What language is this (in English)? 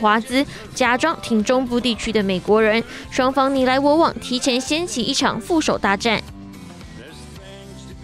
Chinese